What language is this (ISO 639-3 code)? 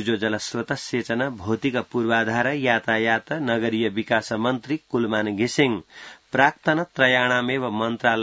san